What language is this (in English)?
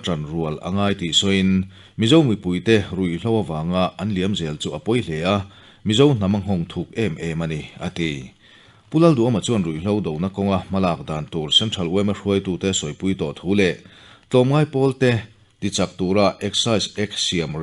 Mizo